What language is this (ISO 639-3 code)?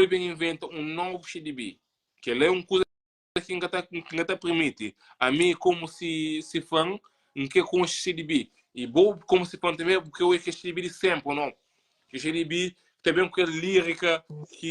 kea